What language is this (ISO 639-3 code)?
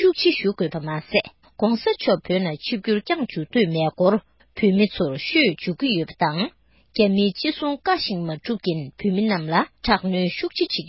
bod